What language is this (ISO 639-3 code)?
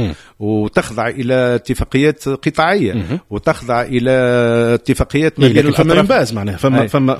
aeb